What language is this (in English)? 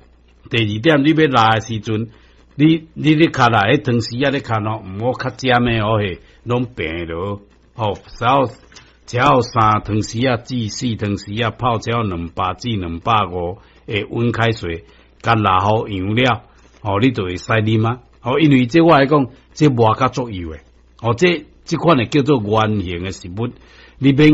Min Nan Chinese